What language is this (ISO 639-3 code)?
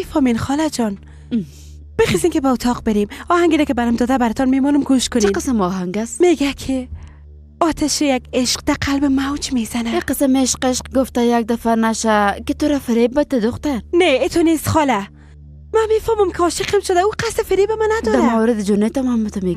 fas